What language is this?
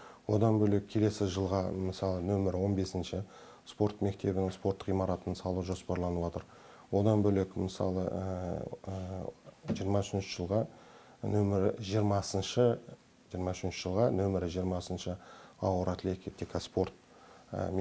Kazakh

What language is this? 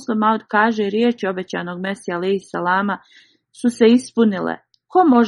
Bosnian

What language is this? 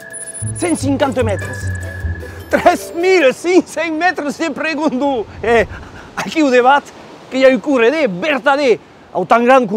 Occitan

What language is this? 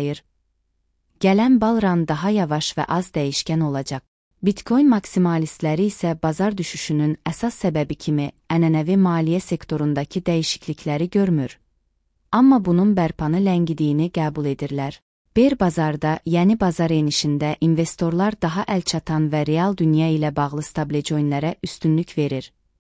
Azerbaijani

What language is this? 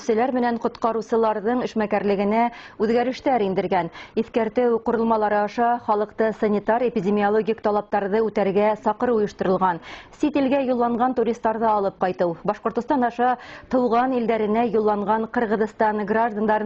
Bashkir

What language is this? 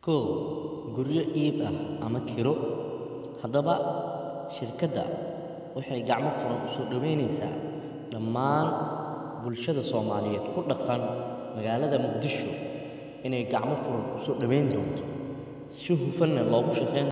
Somali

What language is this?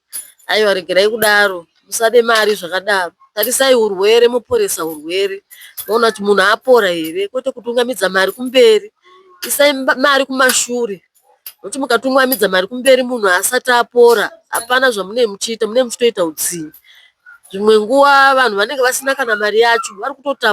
Shona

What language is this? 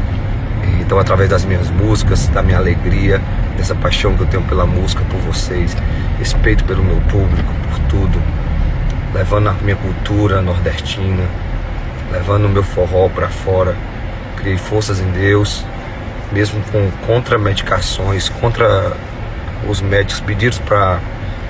Portuguese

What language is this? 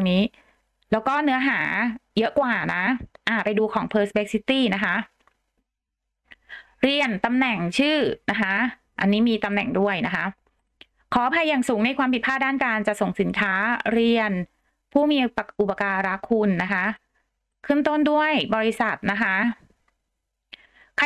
Thai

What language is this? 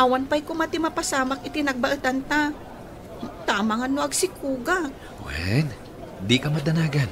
Iloko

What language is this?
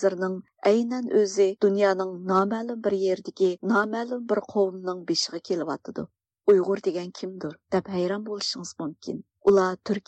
Uyghur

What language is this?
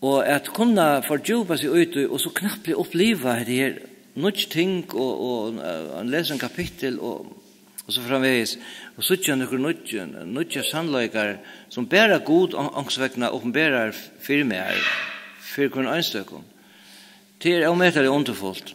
Faroese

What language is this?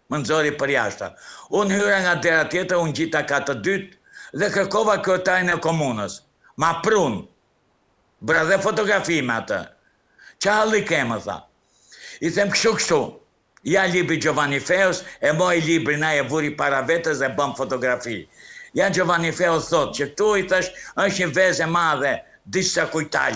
Albanian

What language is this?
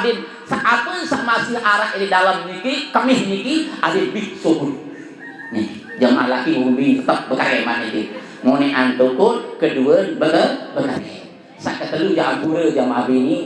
Sasak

